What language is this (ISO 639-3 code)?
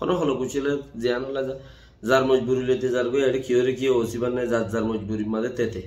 rhg